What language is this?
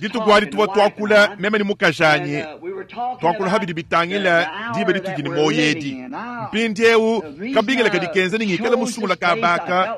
Luba-Lulua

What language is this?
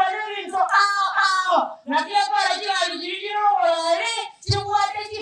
Gusii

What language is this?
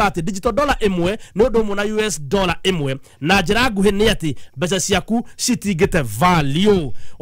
Kikuyu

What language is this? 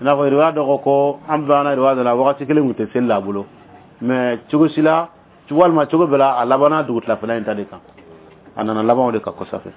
Dyula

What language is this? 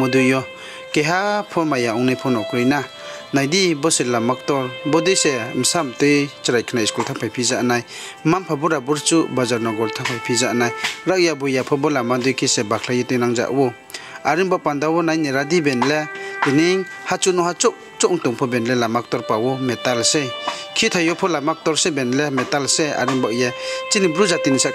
Riang (India)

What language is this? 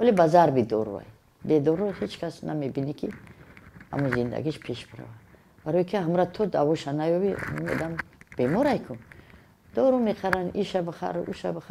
Tajik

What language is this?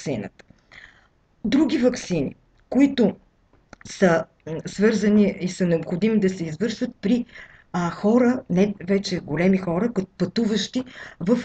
Bulgarian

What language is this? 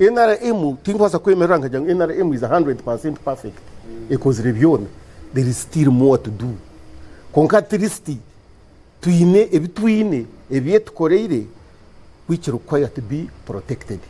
Nyankole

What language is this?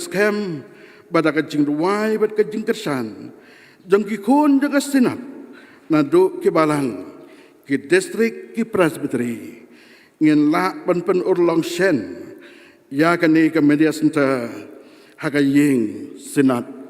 Khasi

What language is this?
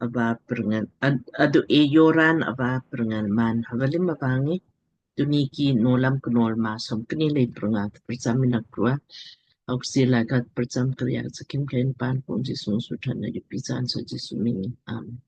Lamkang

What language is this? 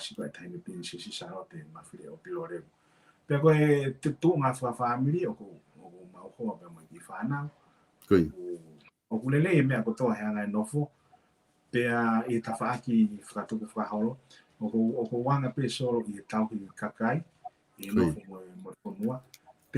Tongan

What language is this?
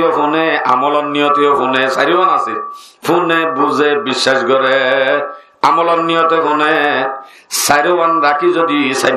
Rohingya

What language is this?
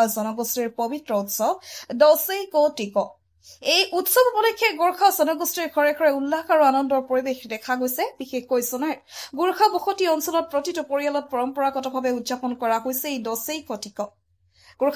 Assamese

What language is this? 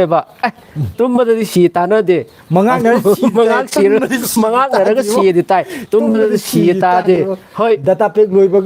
Manipuri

